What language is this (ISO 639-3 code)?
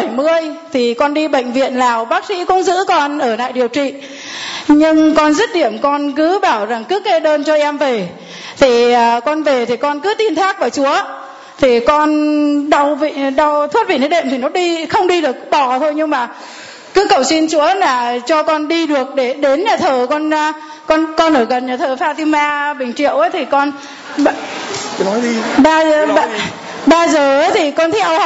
vie